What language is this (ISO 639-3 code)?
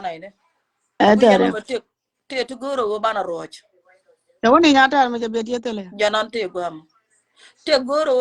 nus